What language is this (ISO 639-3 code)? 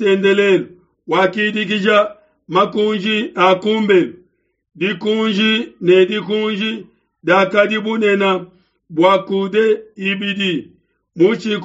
lua